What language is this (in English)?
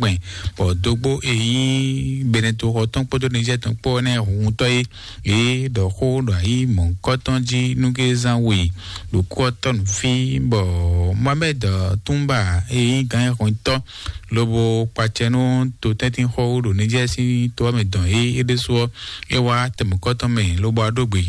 Fon